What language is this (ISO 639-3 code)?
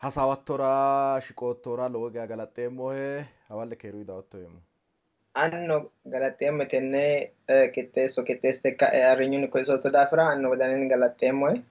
sid